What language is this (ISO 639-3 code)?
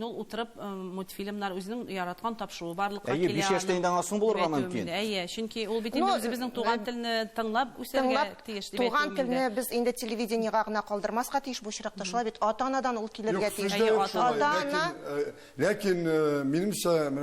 tat